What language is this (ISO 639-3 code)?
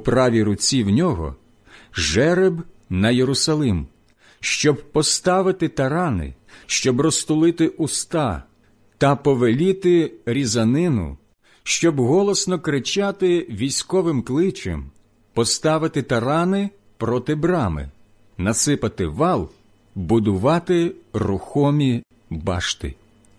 ukr